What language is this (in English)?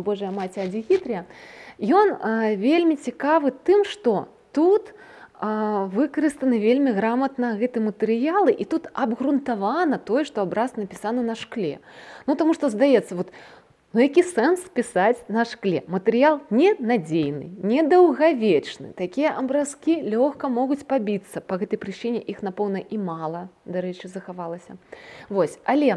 Belarusian